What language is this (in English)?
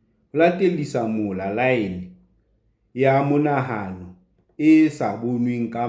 Southern Sotho